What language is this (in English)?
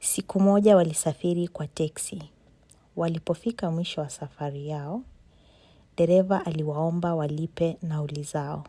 Swahili